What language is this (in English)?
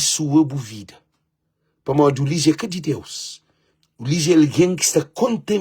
Kabuverdianu